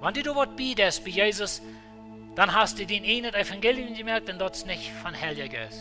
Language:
Plautdietsch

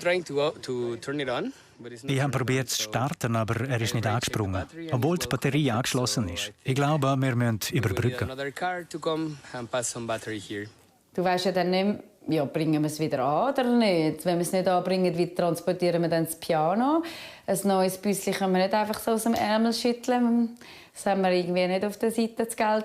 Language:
Swiss German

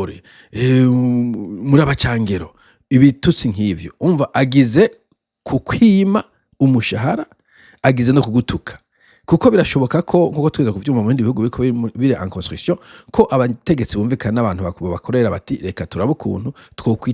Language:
Rundi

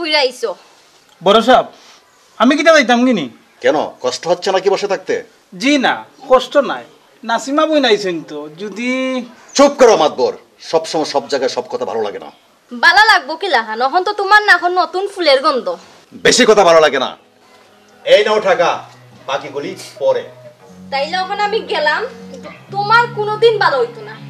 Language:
Sylheti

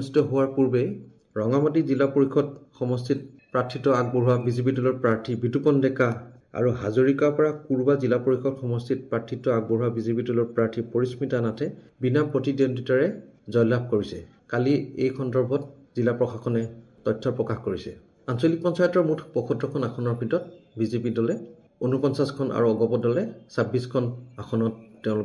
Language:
Assamese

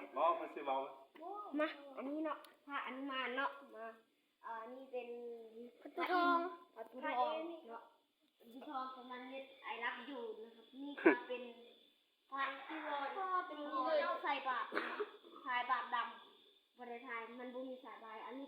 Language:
Northeastern Thai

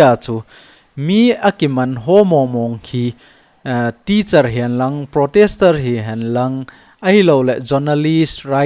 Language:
Thado Chin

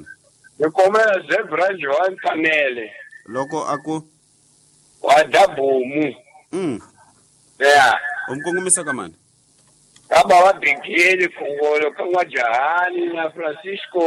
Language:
Tsonga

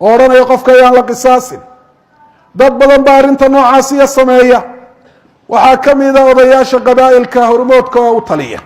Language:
Somali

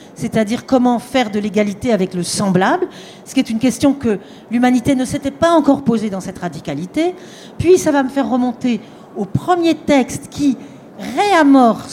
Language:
French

